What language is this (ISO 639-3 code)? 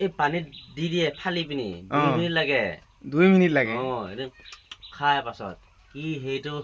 asm